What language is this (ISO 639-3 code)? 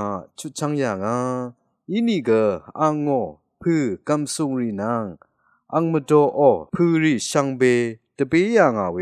raw